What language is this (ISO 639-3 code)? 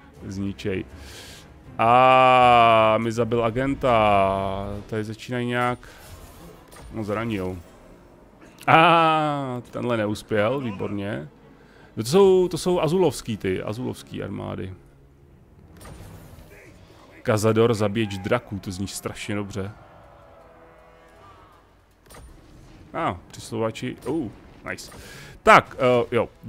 ces